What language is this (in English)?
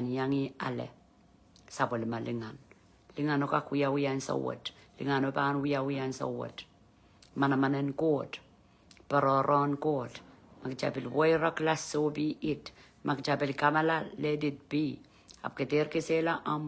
Pohnpeian